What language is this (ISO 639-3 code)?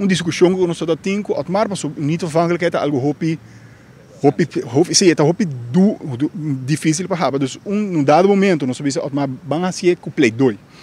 pap